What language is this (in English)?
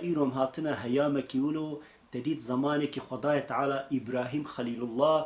Kurdish